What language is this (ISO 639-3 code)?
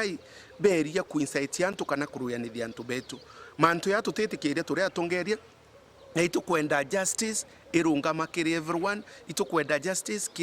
mer